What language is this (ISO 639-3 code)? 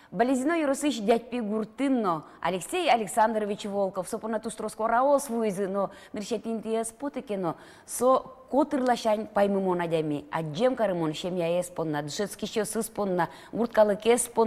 udm